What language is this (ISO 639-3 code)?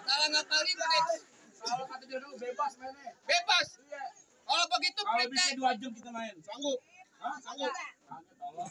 bew